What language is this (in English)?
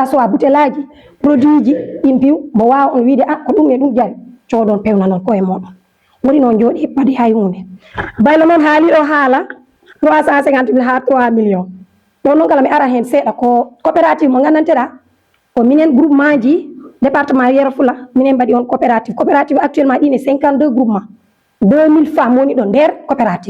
Fula